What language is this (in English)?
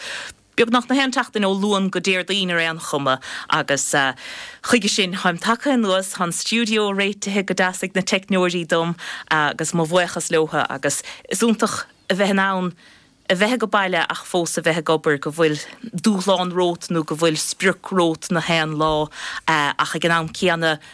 Irish